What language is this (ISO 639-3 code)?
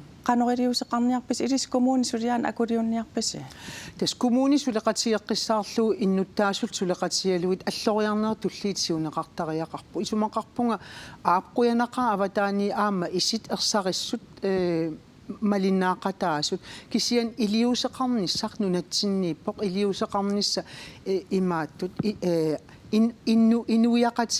kal